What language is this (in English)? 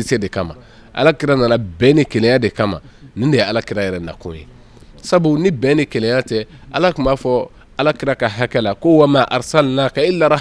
Bambara